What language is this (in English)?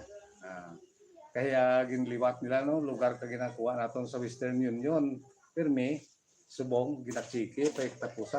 Hiligaynon